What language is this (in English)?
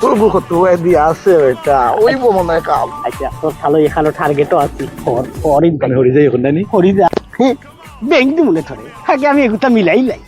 Sylheti